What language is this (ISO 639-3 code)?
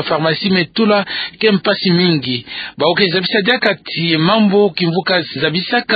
ktu